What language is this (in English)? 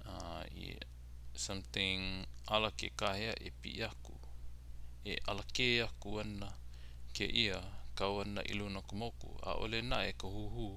Hawaiian